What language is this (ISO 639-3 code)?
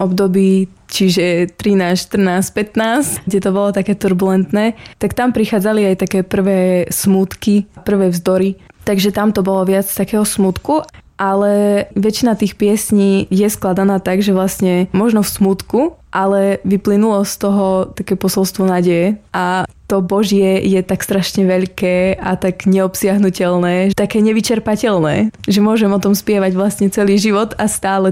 slk